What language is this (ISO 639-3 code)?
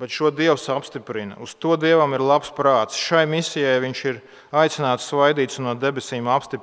lav